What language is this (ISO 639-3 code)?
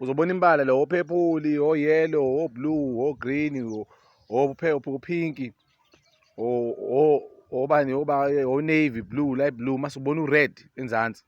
zul